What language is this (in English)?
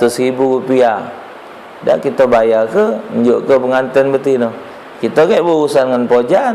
Musi